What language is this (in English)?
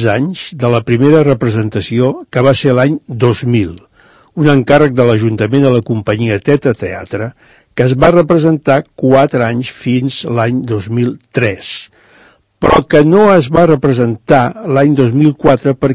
Catalan